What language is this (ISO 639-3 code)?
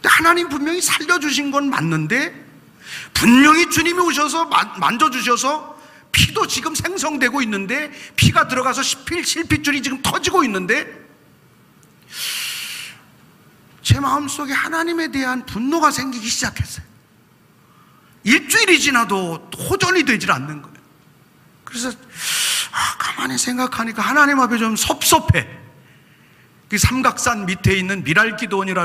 kor